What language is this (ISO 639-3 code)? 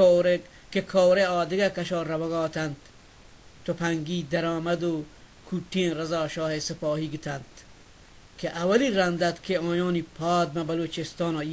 bal